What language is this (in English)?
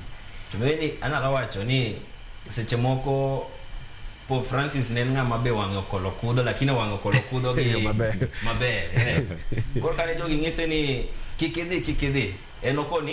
Luo (Kenya and Tanzania)